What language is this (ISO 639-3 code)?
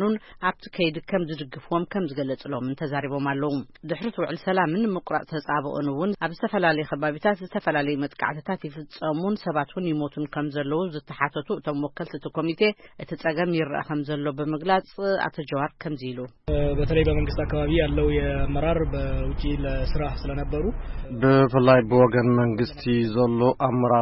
tir